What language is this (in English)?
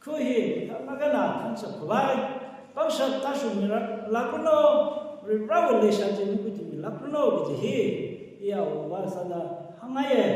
Tangkhul Naga (India)